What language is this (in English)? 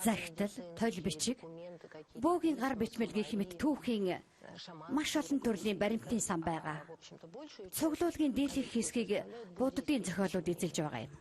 Mongolian